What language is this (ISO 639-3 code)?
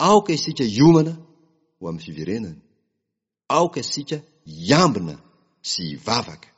mlg